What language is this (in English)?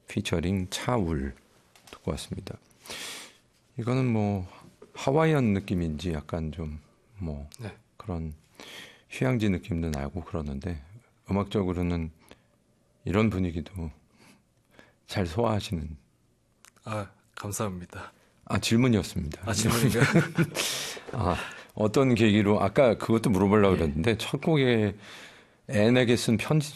Korean